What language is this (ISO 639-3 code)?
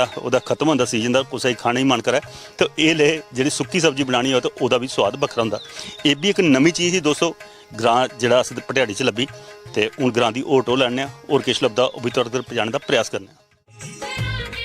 doi